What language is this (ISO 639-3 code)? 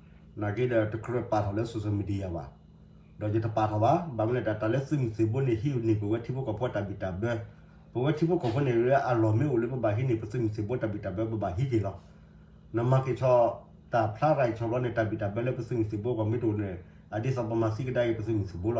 ksw